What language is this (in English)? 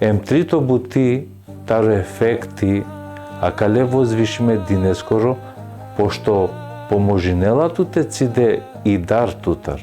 Balkan Romani